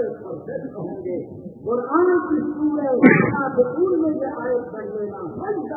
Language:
Urdu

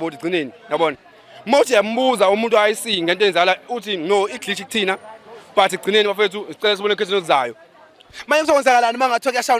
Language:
Zulu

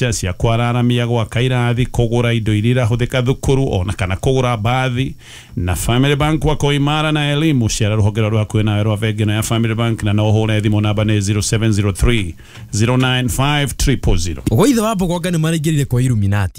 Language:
Kikuyu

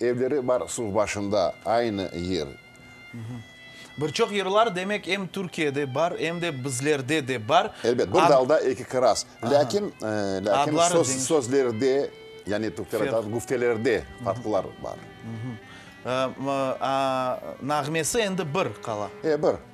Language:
Crimean Tatar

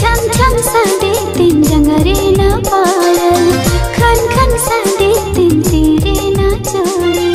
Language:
Santali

